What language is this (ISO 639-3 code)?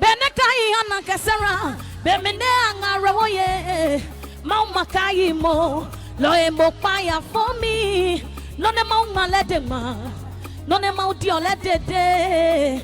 ada